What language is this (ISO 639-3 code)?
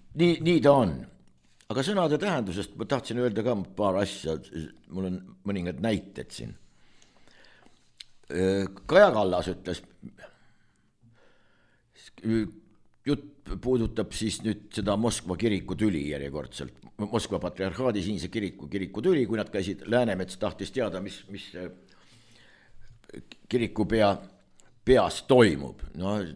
est